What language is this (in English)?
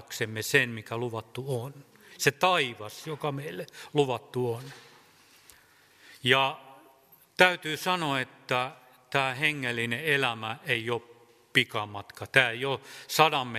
Finnish